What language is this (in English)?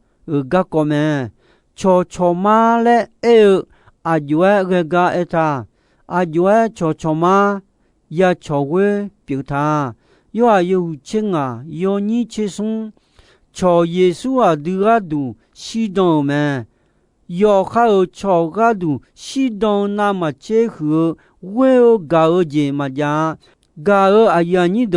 Akha